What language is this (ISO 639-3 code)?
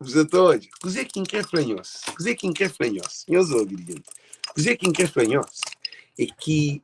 kea